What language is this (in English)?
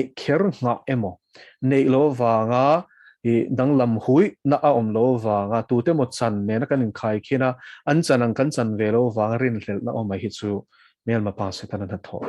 Mizo